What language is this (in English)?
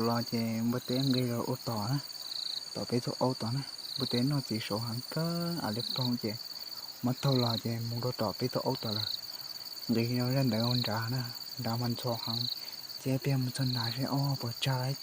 Hmong